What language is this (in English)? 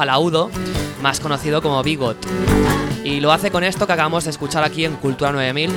Spanish